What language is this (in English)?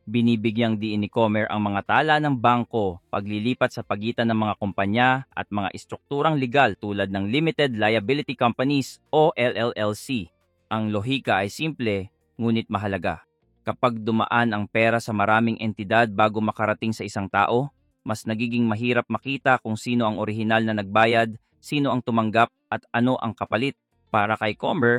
Filipino